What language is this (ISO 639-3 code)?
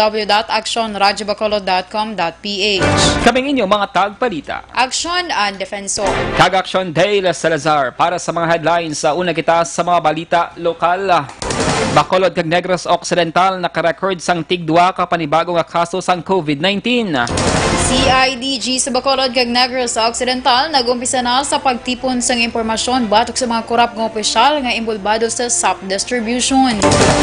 hil